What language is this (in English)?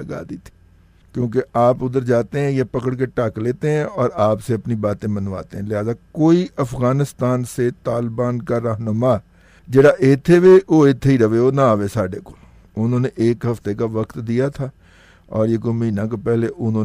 Urdu